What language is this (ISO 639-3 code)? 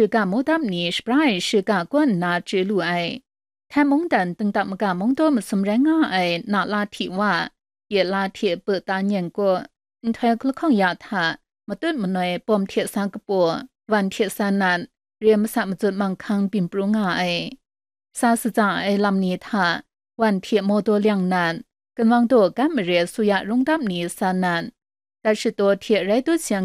kac